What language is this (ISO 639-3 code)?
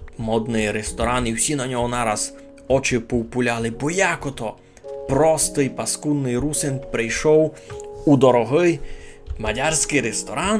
rue